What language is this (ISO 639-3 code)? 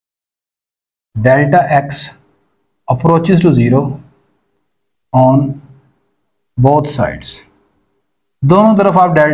hin